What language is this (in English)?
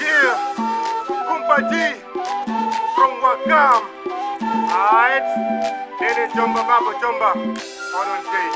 Fula